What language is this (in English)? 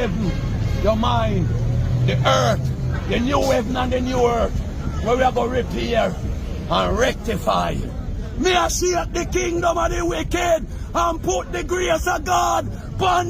Jamaican Creole English